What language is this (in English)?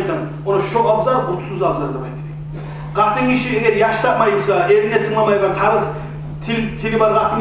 Kumyk